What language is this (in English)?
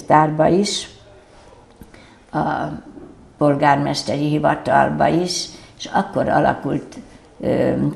Hungarian